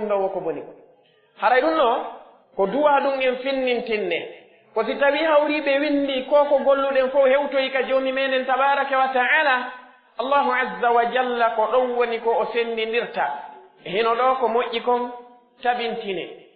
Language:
Pular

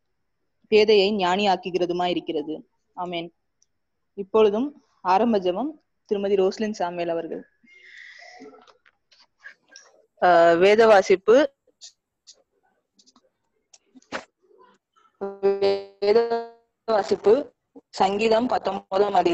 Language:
Tamil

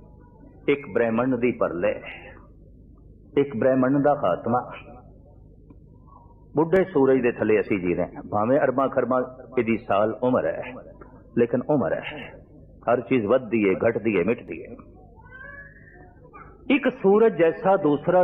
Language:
Punjabi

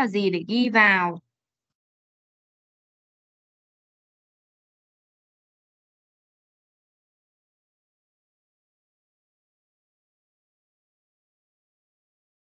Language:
Vietnamese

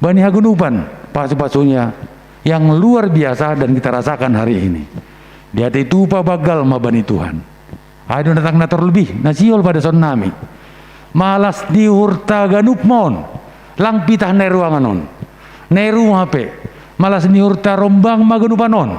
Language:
Batak Simalungun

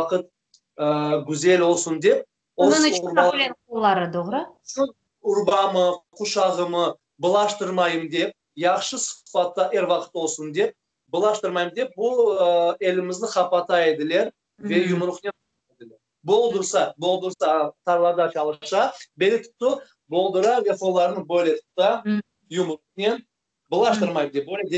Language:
Crimean Tatar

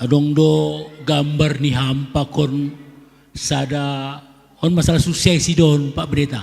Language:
Batak Simalungun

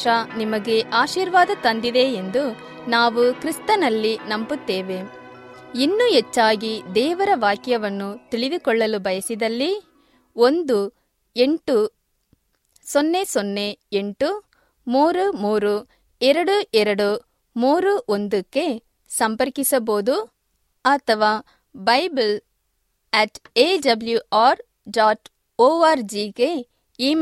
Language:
Kannada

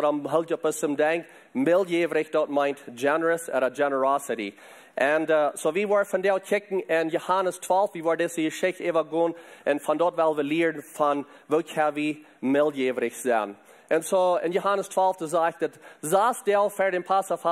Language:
Plautdietsch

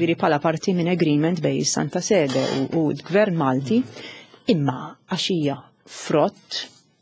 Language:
Maltese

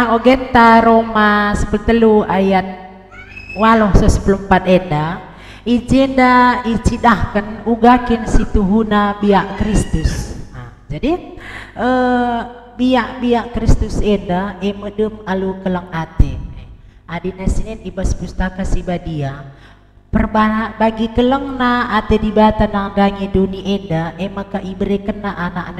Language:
Batak Karo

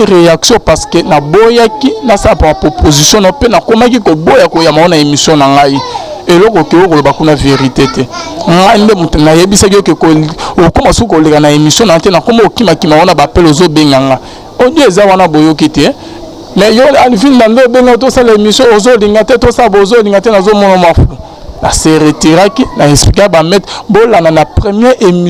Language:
Lingala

